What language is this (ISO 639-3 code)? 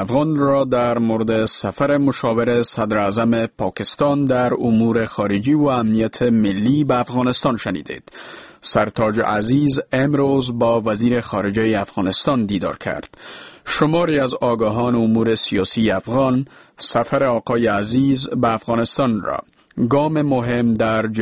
fas